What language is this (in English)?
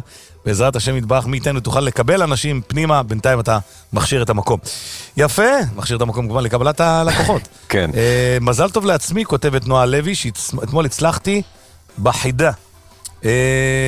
Hebrew